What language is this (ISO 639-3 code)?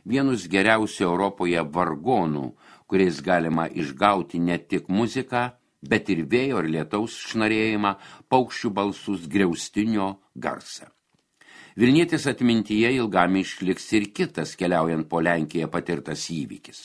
lit